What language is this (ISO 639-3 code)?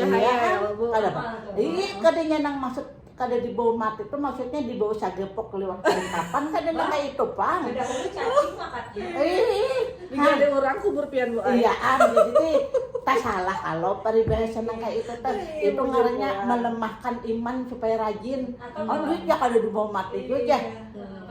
bjn